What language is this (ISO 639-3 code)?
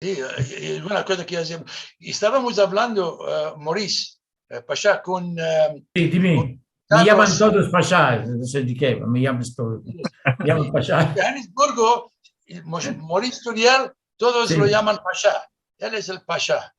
lad